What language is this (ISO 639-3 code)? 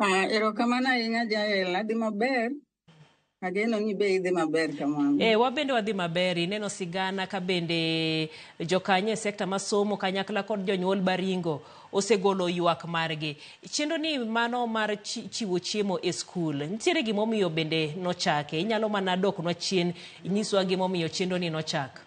luo